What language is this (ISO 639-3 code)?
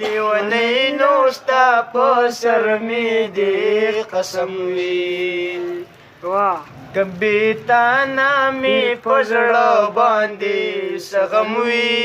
pus